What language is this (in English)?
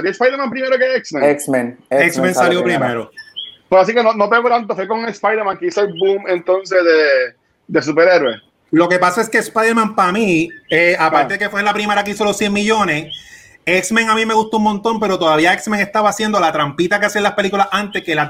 Spanish